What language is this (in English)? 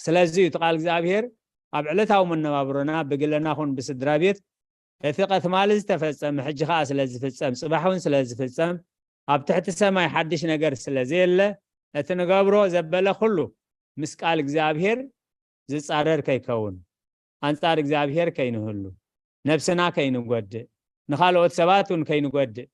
Tigrinya